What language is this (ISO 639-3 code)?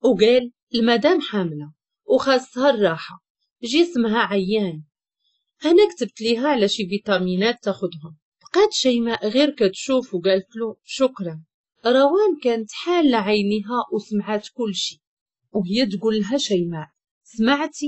ary